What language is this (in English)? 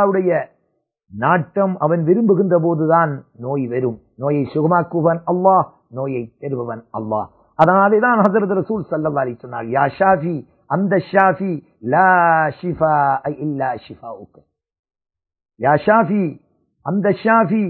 Tamil